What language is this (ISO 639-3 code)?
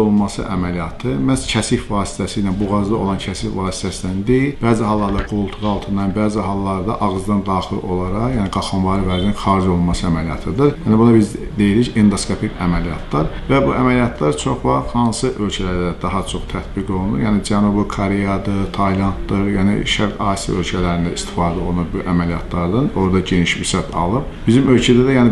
aze